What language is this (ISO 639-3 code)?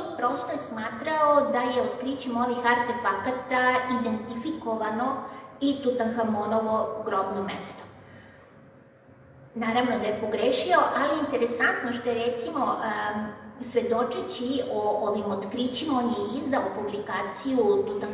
srp